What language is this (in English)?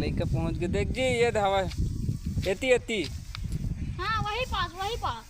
Chhattisgarhi